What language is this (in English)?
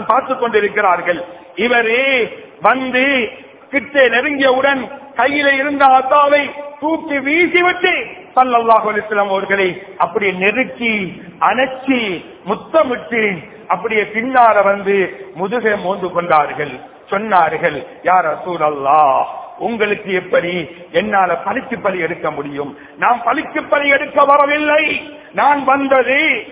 Tamil